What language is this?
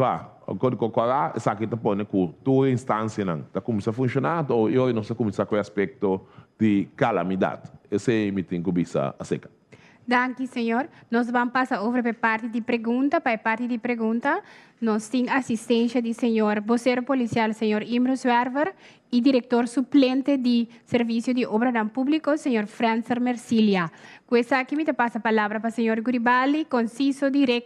Papiamento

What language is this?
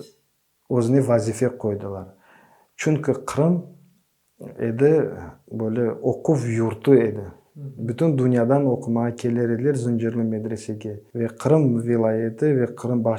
Crimean Tatar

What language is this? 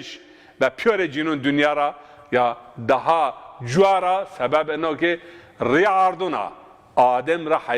Zaza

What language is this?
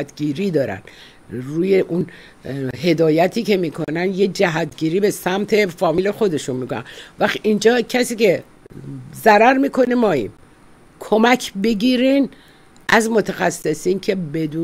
Persian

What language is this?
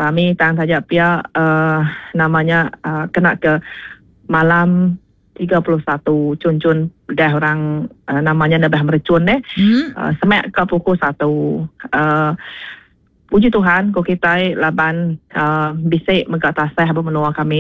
Iban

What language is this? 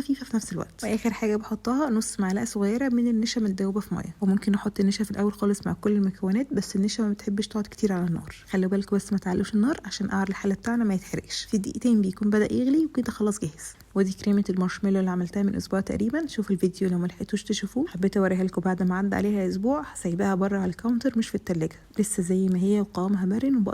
Egyptian Arabic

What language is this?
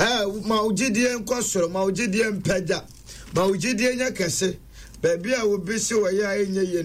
Akan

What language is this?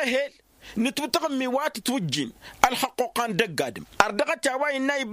Tamasheq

